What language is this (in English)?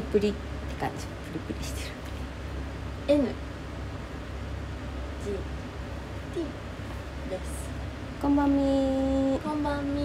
Japanese